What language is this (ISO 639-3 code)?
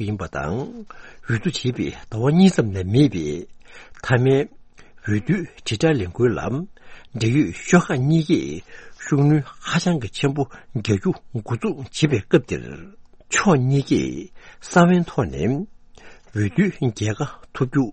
bod